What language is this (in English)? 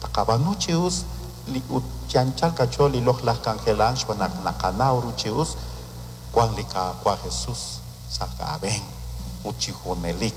Kekchí